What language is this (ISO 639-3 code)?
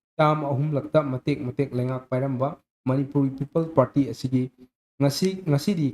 mni